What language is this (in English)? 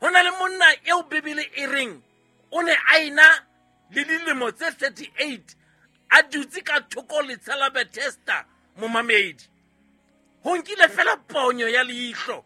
Southern Sotho